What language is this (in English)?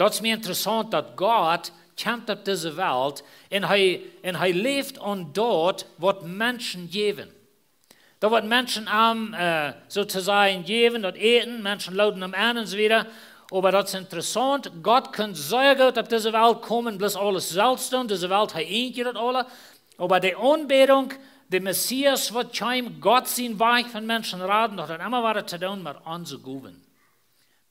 Plautdietsch